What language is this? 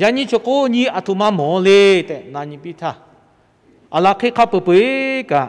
Lahu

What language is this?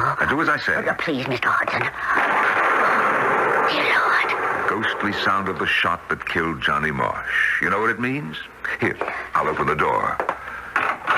English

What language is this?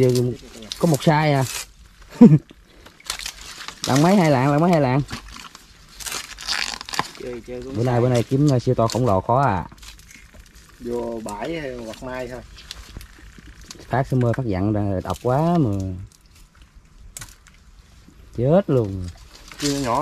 Vietnamese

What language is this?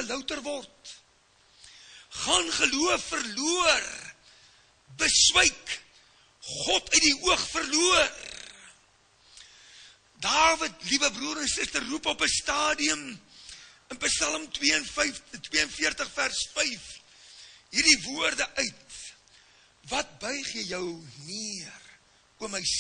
Afrikaans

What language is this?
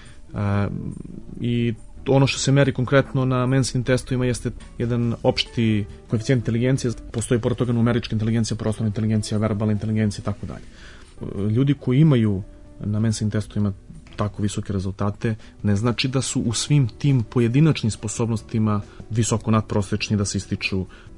Serbian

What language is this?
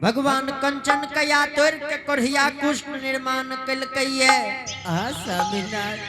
Angika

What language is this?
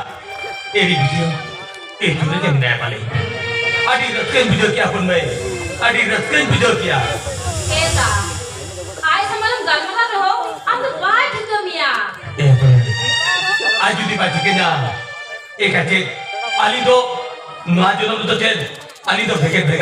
Santali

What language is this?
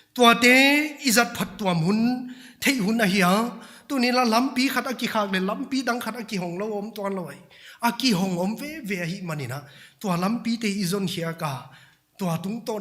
Paite Chin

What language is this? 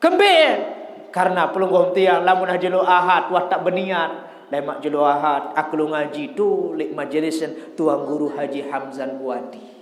Sasak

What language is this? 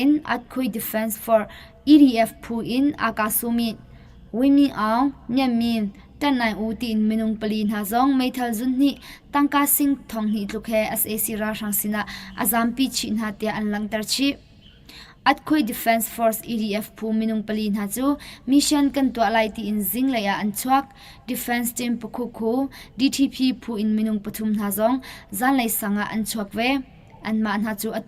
Hakha Chin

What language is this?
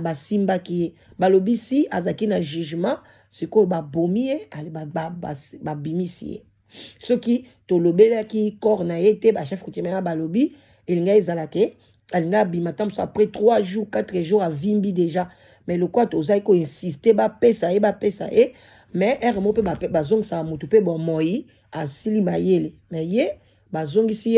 Lingala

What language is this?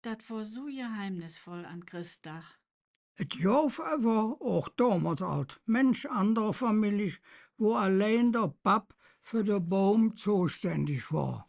Colognian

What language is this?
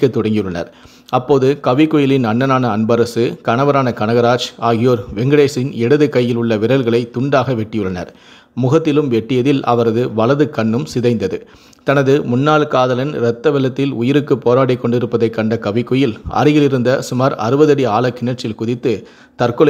Tamil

